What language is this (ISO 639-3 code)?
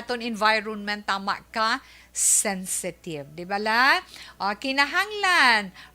hil